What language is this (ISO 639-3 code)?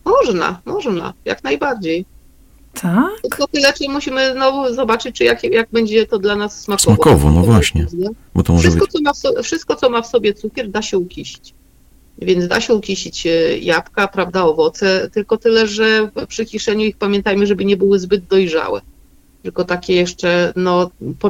pol